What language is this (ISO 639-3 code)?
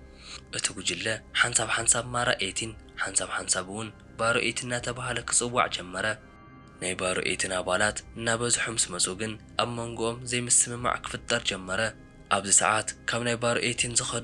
tir